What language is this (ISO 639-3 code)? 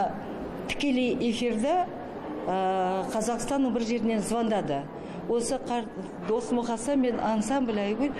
kaz